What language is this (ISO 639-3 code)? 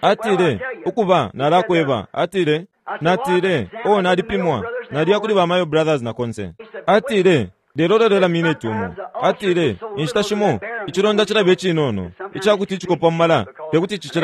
bem